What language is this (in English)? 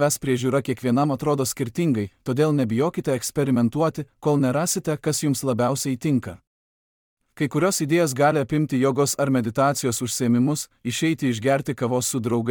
Lithuanian